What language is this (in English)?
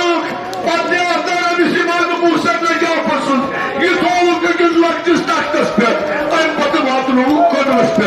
Kashmiri